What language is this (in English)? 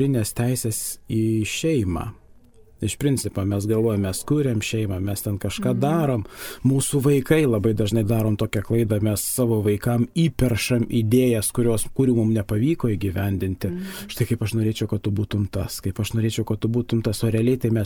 Lithuanian